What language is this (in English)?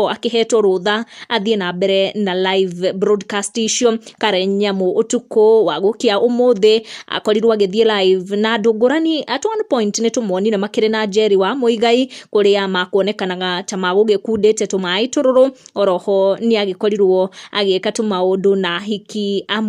Kikuyu